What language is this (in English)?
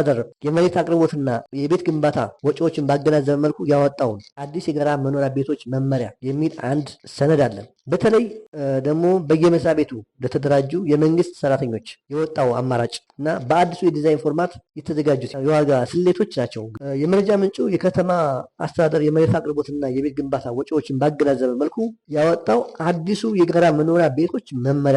Amharic